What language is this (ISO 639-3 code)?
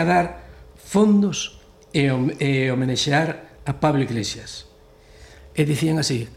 glg